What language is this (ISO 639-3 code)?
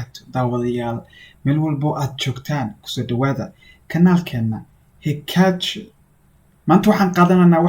som